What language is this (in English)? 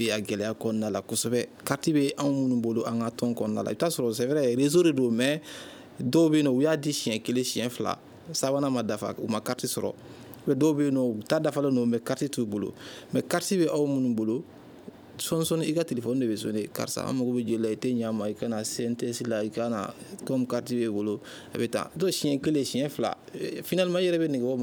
Bambara